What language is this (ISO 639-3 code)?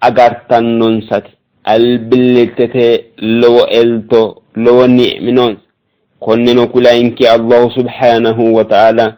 sid